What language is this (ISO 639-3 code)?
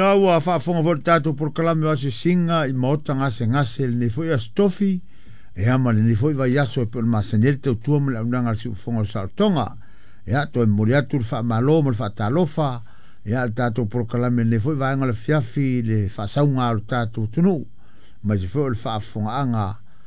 smo